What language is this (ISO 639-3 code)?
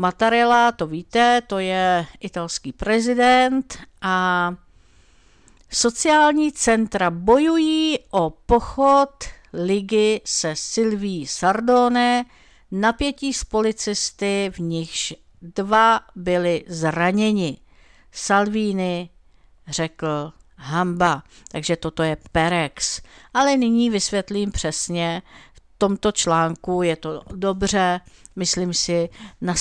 ces